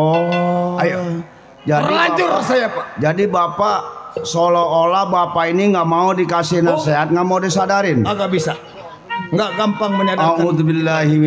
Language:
Betawi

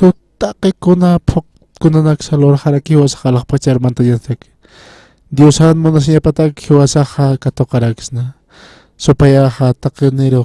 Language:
Aymara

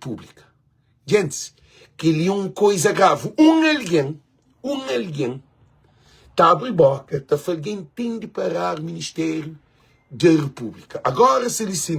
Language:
Kabuverdianu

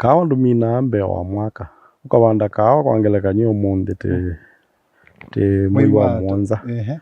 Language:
Kamba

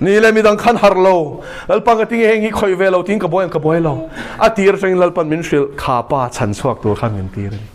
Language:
Mizo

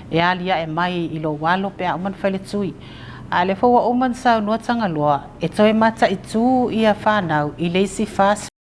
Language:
Samoan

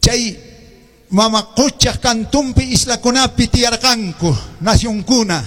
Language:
Quechua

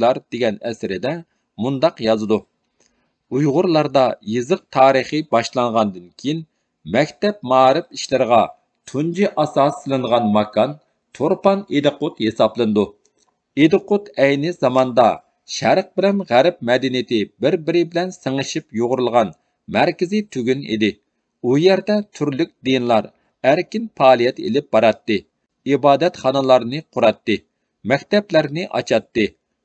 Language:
Uyghur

